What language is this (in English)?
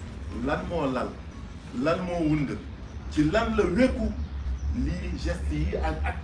Wolof